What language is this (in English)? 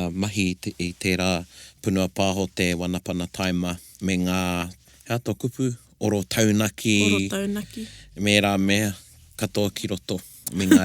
Māori